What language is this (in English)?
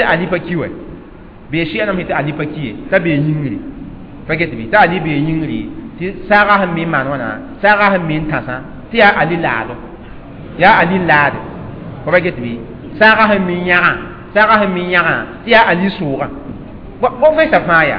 Mossi